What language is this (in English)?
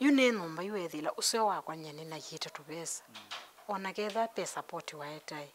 Kamba